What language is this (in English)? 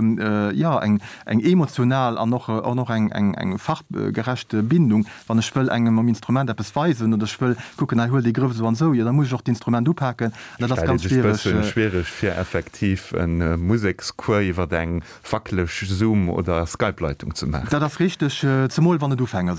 Luxembourgish